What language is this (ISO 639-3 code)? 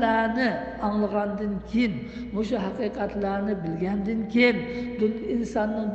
uig